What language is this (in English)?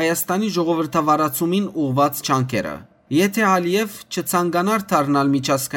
Western Armenian